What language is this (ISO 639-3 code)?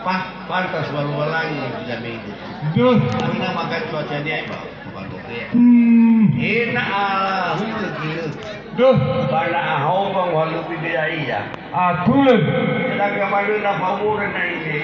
nia